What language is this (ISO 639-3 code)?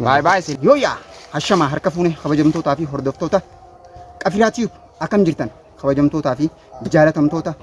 orm